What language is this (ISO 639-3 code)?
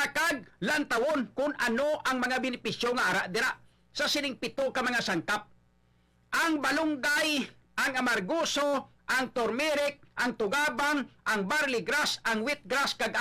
hil